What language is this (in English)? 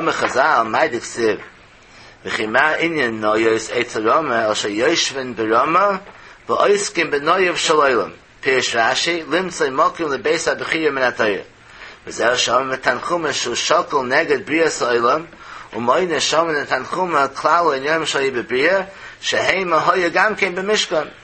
Yiddish